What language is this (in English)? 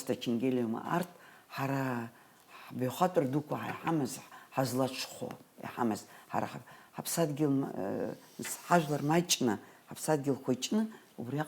Abkhazian